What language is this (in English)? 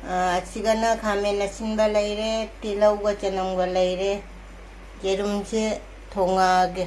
Manipuri